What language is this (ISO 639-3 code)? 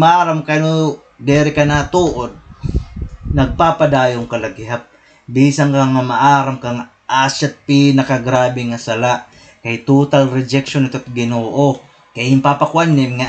war